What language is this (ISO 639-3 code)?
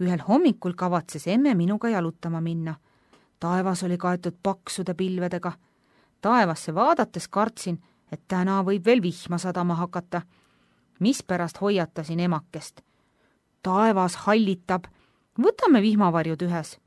est